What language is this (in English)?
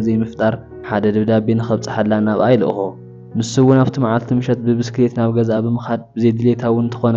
Tigrinya